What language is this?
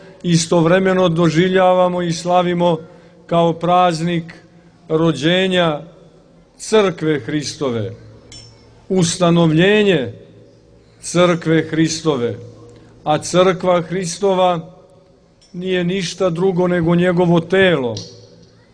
Serbian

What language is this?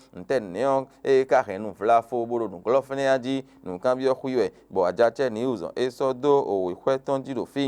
Fon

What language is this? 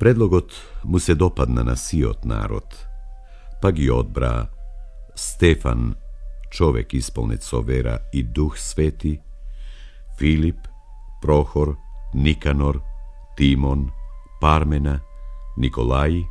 Macedonian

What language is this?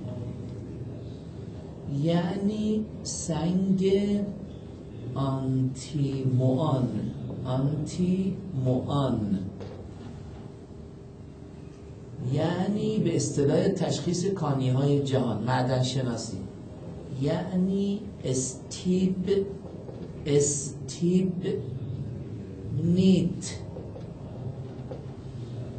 Persian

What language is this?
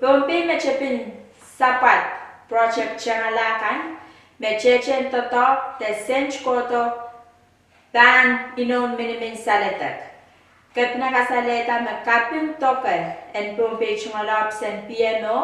Pohnpeian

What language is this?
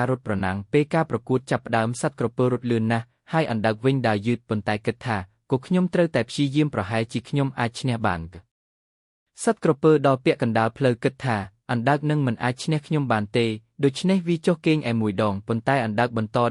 Khmer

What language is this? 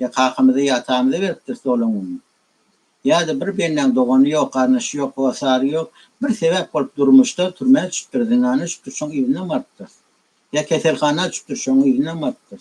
Turkmen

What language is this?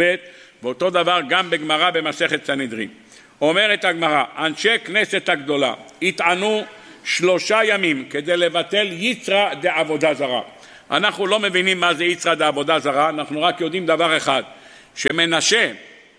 Hebrew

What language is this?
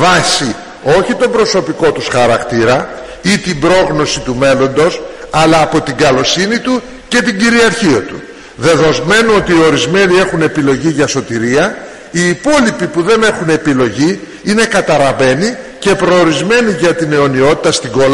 Greek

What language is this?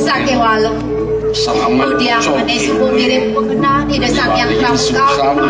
Balinese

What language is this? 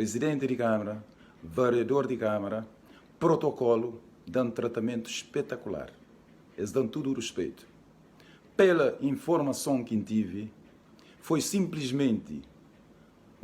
Kabuverdianu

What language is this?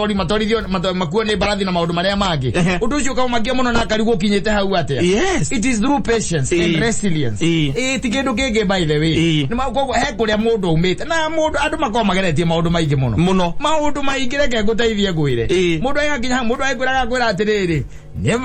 Kikuyu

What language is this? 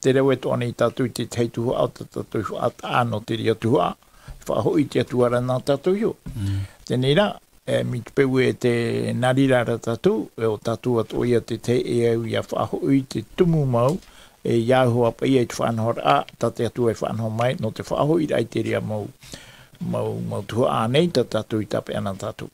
Tahitian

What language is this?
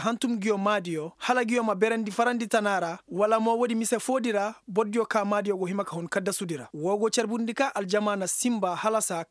Koyraboro Senni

